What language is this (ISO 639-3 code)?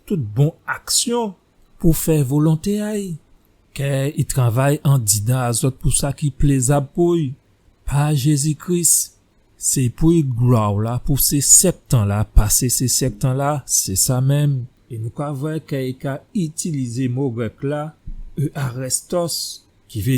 gcf